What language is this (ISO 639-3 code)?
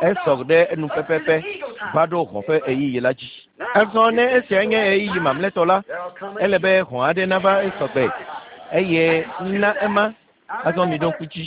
ewe